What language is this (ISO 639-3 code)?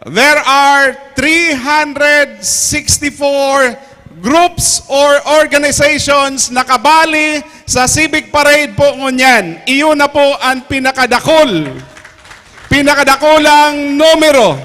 bik